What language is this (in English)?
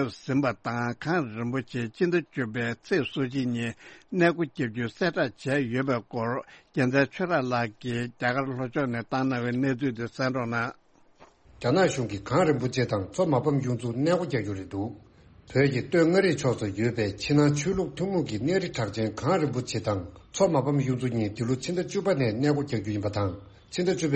Tibetan